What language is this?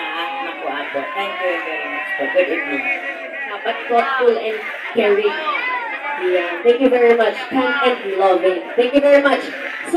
Bikol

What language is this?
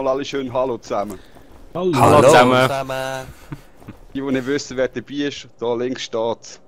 Swiss German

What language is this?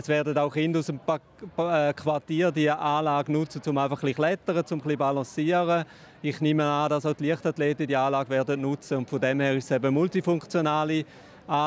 Swiss German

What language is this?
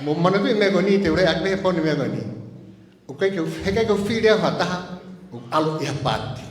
Tongan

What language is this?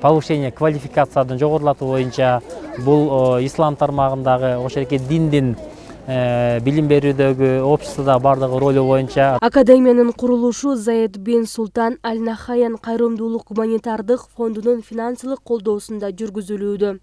Kyrgyz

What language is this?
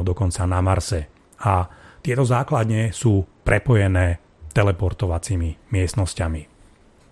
Slovak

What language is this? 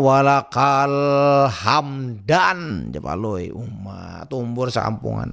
Banjar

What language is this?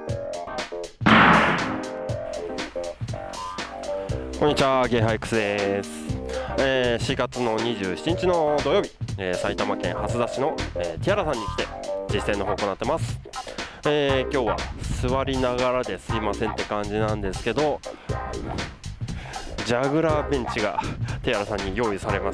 Japanese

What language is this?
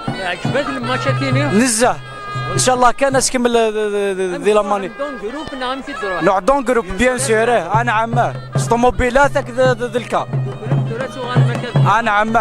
Kabyle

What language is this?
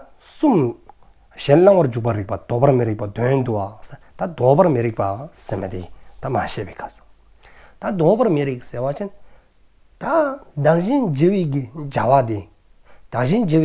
Dzongkha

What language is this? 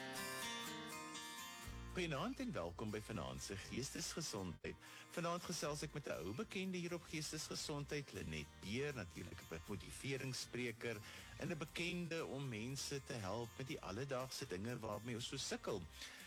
Afrikaans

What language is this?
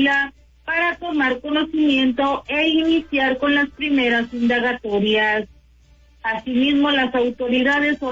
Spanish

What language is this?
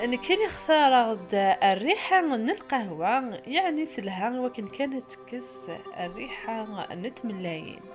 Kabyle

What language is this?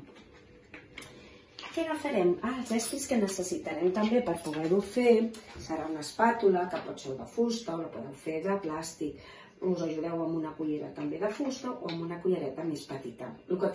Catalan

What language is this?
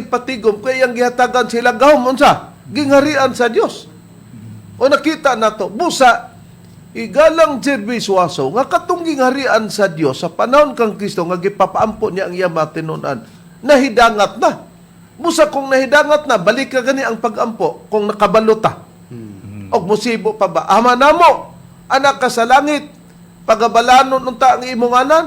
Cebuano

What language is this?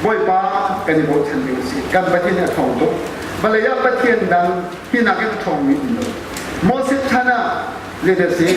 Hakha Chin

